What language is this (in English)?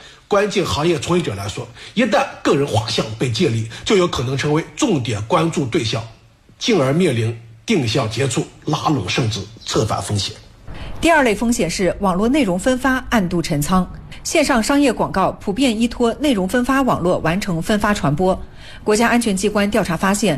Chinese